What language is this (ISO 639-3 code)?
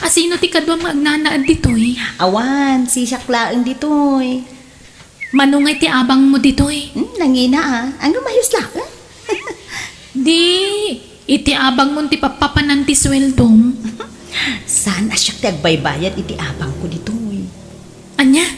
ilo